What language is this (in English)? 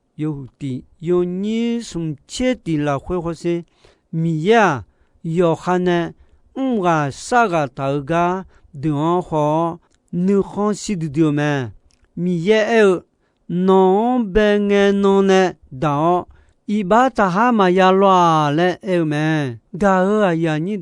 Akha